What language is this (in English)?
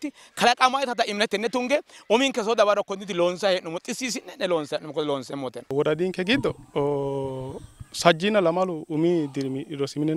Sidamo